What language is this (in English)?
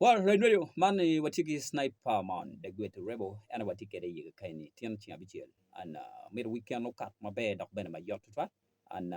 Acoli